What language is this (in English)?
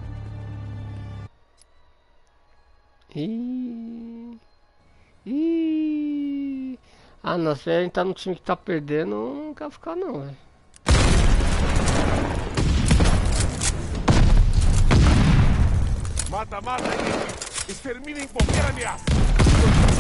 Portuguese